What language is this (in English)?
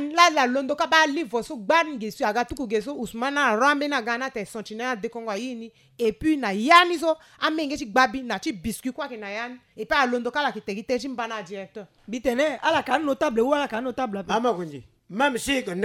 Sango